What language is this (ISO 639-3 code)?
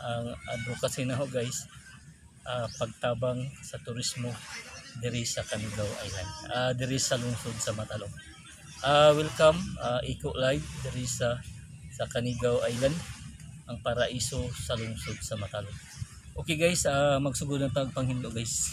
ceb